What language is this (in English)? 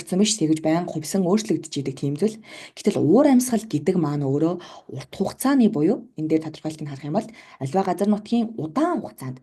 Mongolian